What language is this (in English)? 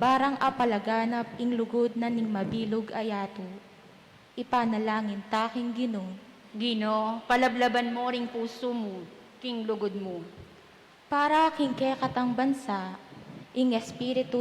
Pampanga